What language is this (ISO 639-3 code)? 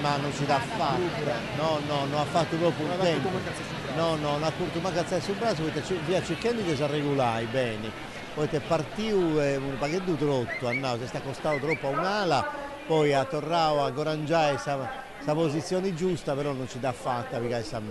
srd